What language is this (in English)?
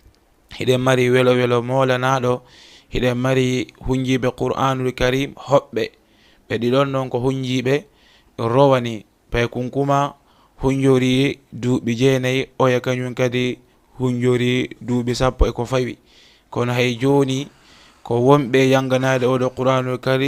Fula